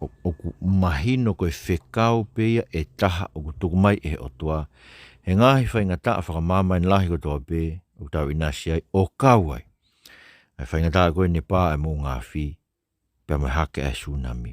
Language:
Tongan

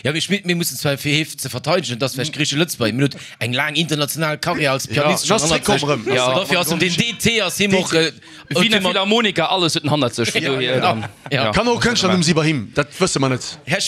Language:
Luxembourgish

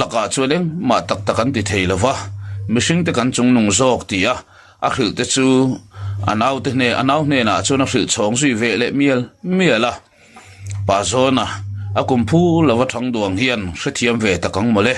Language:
Mizo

